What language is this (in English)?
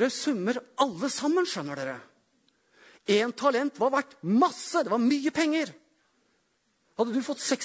Norwegian